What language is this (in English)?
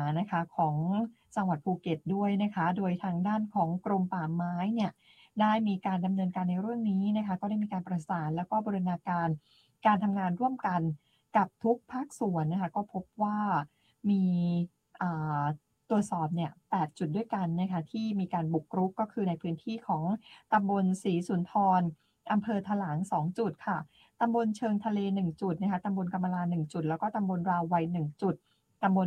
Thai